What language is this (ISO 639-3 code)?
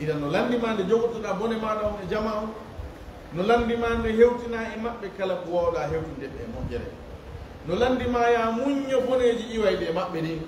ful